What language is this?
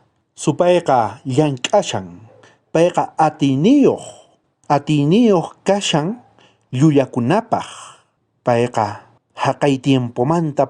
South Bolivian Quechua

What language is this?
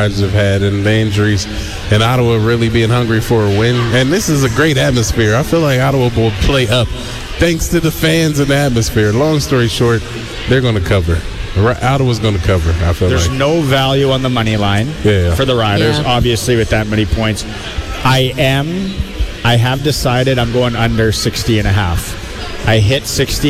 English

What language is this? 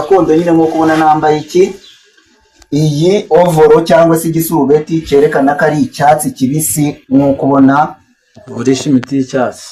Kinyarwanda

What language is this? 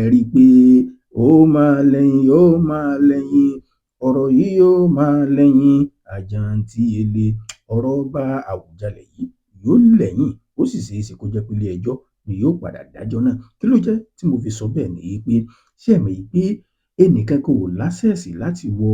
Yoruba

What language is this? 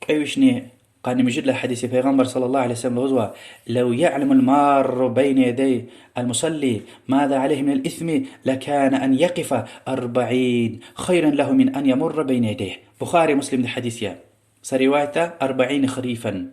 Lezghian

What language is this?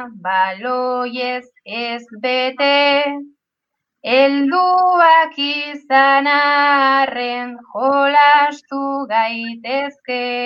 Basque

